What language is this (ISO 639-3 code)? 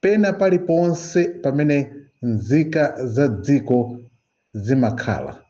nya